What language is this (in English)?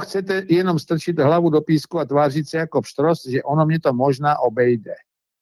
Czech